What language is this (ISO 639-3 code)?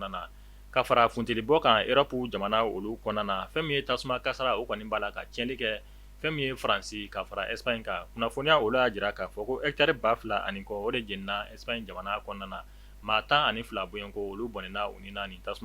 bam